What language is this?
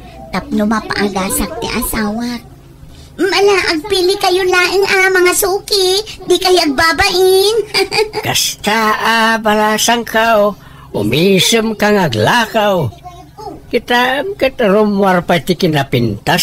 Iloko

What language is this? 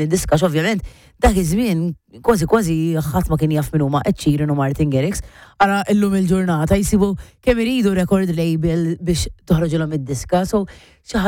Maltese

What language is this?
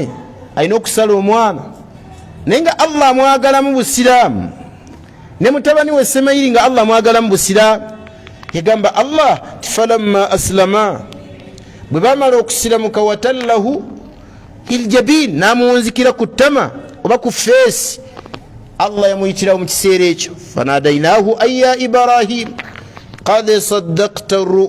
Ganda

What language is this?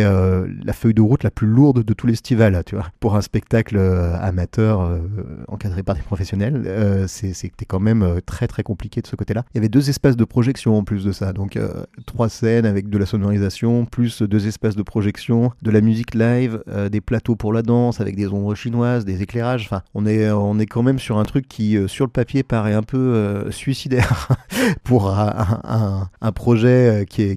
French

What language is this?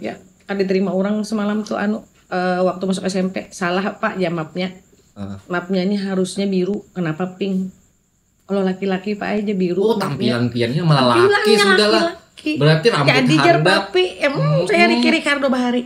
Banjar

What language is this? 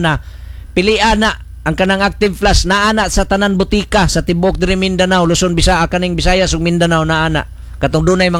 Cebuano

